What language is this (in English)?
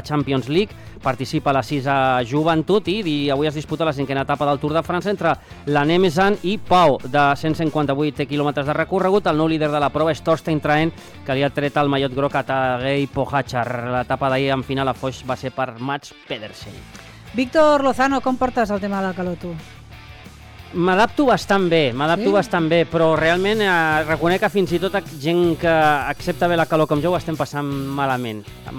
Catalan